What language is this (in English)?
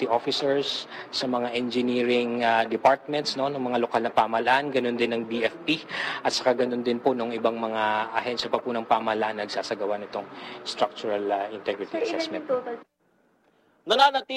Filipino